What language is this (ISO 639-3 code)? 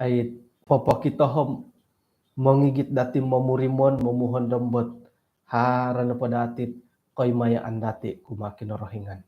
dtp